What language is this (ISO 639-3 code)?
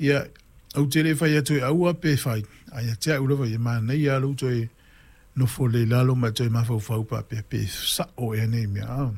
smo